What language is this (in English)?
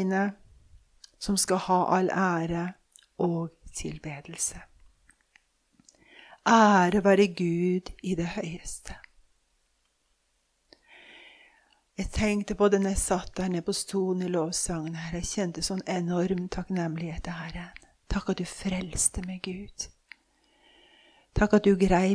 Norwegian